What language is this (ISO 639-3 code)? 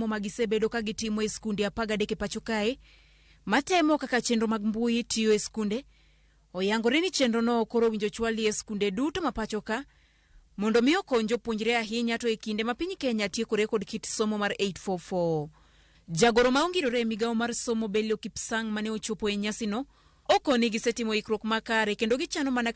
luo